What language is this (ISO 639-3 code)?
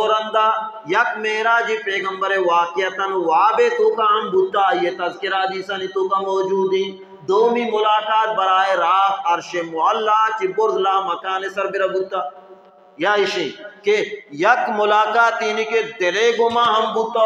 bal